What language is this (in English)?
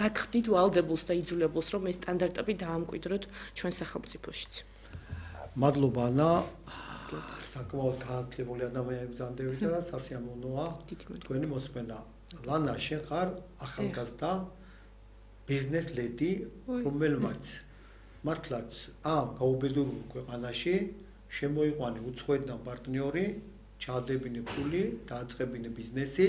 Georgian